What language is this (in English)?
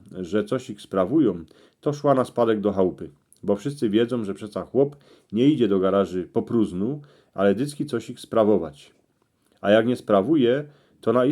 Silesian